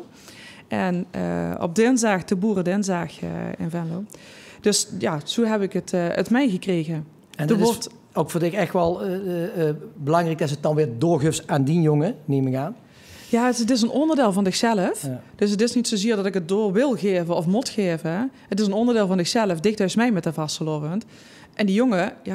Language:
Limburgish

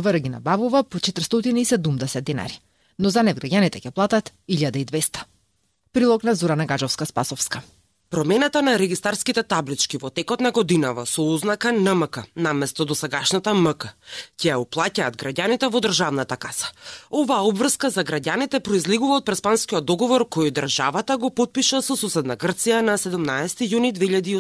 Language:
Macedonian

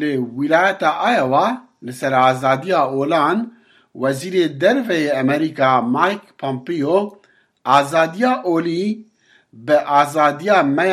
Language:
Kurdish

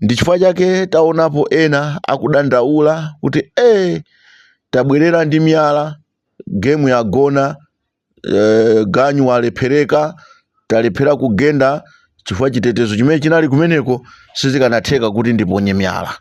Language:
Nyanja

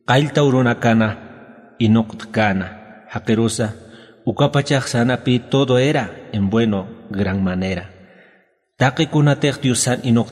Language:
Aymara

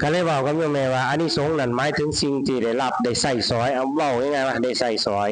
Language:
Northeastern Thai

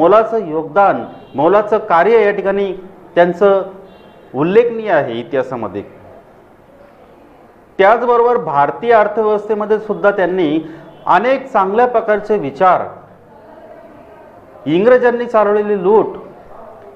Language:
Marathi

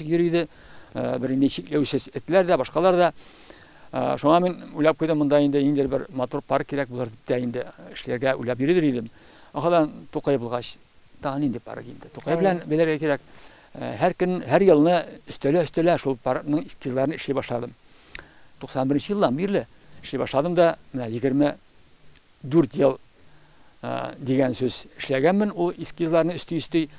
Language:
Tatar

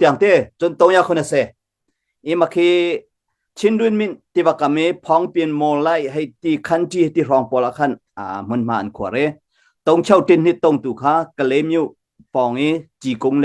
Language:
Hakha Chin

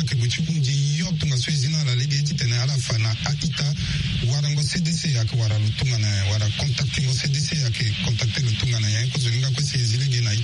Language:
Sango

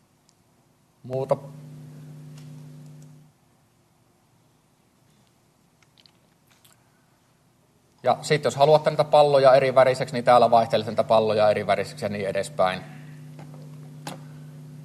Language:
Finnish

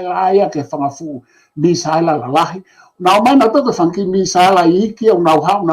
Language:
Tongan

